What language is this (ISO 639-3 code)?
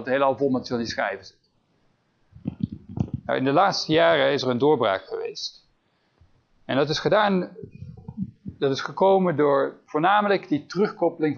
nld